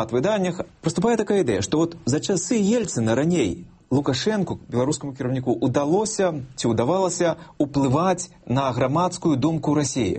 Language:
Belarusian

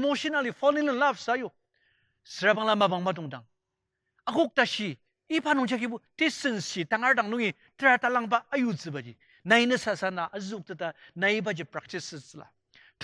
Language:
Ao Naga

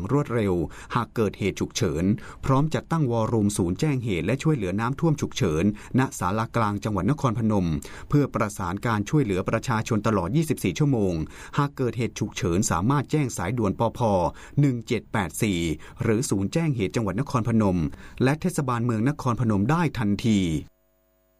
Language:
Thai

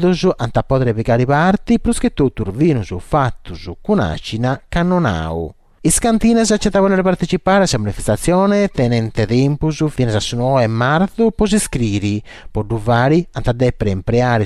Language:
Sardinian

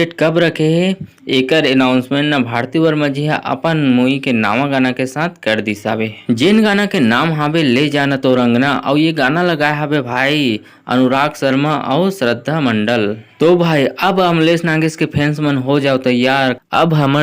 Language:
Chhattisgarhi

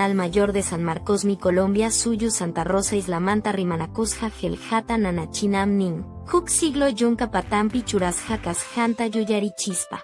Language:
Quechua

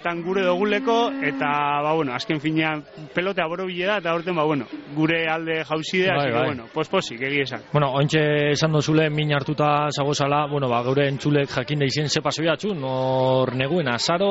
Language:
Basque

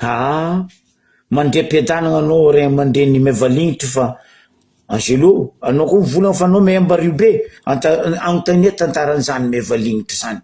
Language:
Malagasy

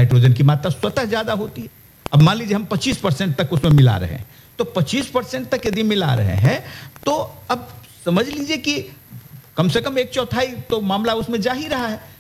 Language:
Hindi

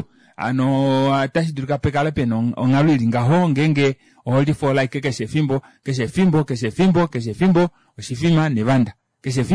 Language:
Kuanyama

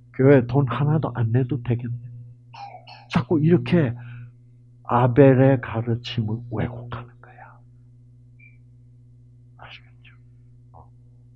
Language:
Korean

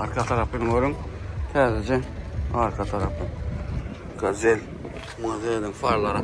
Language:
Turkmen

